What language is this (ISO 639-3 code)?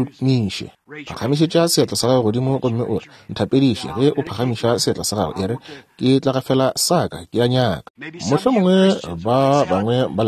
nso